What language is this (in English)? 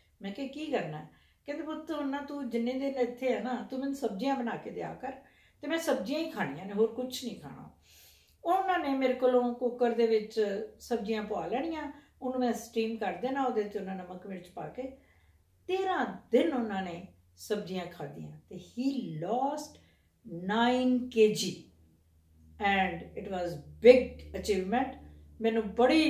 Punjabi